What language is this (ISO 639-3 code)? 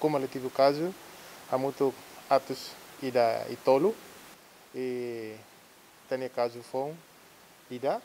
tet